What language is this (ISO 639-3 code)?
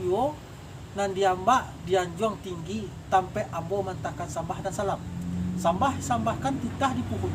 min